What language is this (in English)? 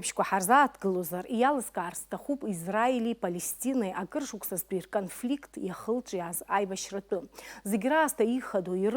Abkhazian